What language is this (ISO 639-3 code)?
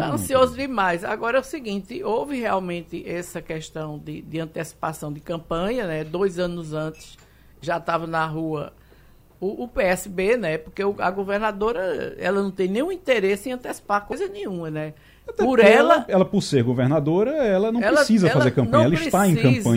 por